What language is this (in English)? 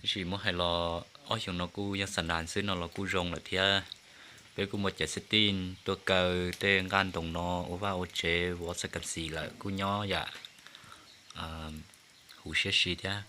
Hmong